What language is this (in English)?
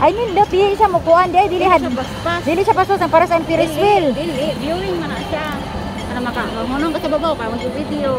Cebuano